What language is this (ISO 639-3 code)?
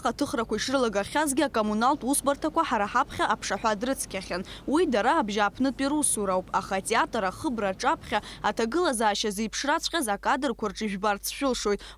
abk